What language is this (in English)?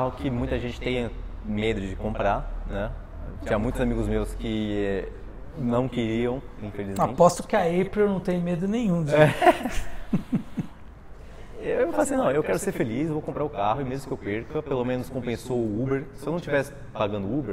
Portuguese